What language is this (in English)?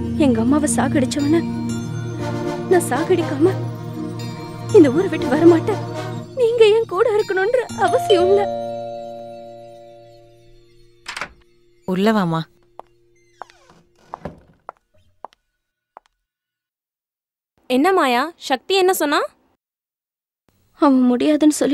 Tamil